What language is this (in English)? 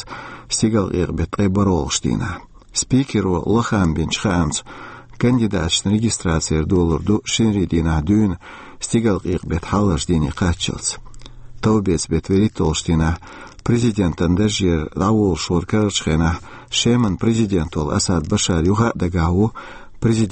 Chechen